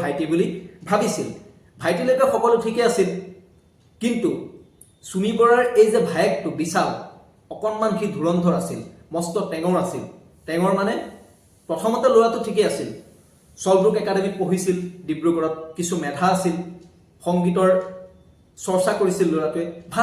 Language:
Assamese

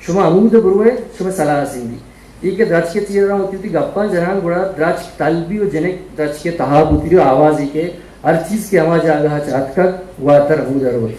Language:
Eastern Balochi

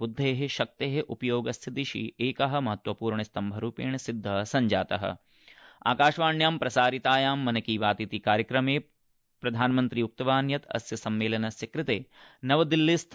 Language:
Sanskrit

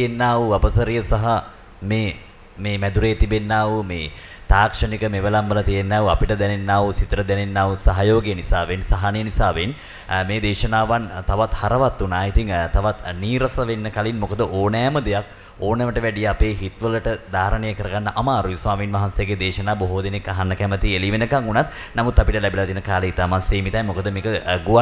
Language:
Sinhala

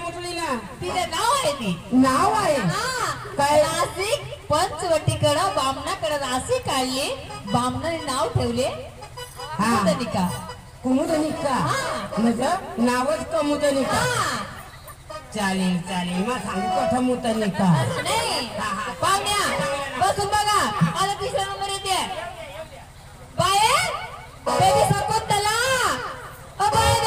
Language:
Marathi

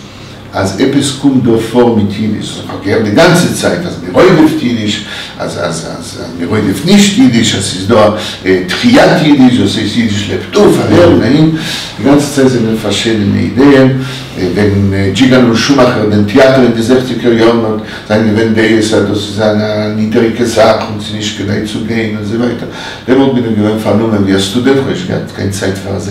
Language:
Yiddish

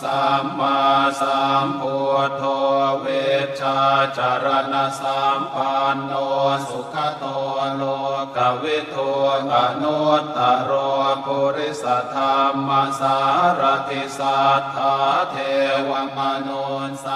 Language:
Pali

